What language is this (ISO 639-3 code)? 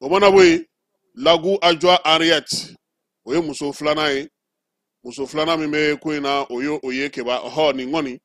bam